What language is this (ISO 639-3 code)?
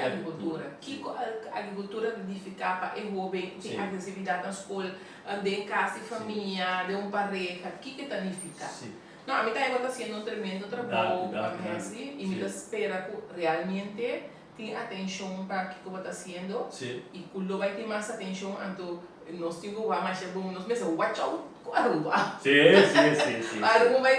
pap